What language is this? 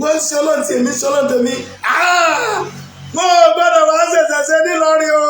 Yoruba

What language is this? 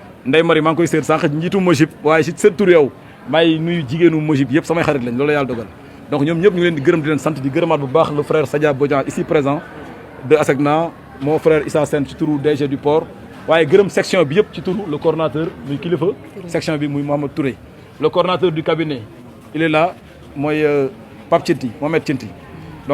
Wolof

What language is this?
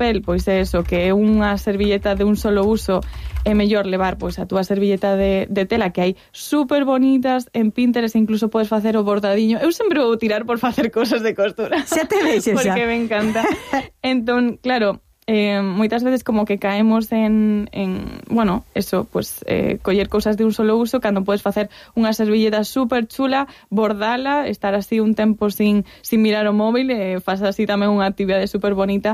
Galician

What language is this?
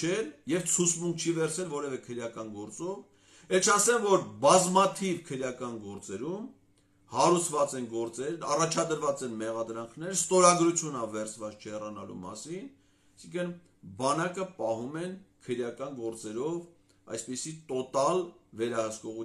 Armenian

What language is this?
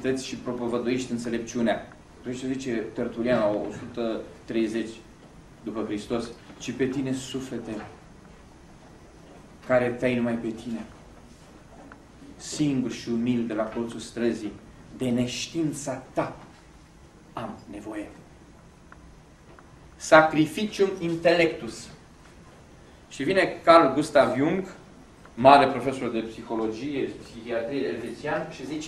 Romanian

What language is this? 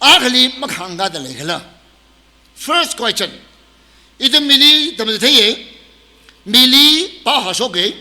Tangkhul Naga (India)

